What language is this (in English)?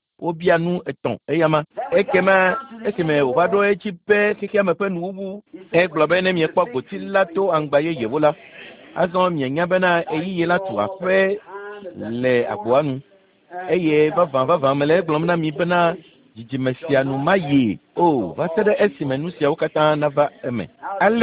Ewe